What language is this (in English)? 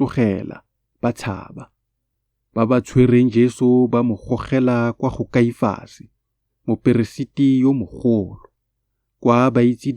Tswana